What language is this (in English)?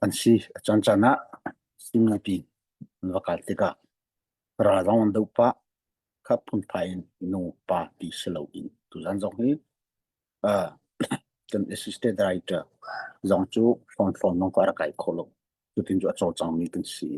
Hakha Chin